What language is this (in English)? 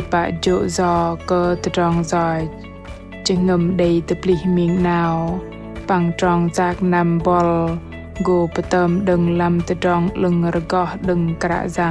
Bahnar